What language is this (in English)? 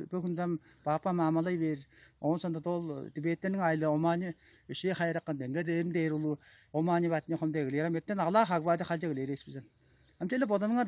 Tuvinian